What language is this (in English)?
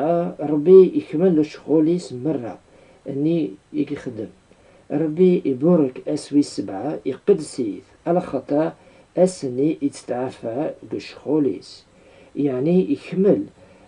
Kabyle